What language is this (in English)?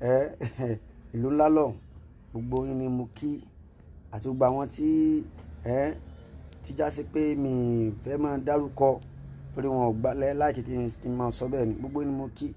Yoruba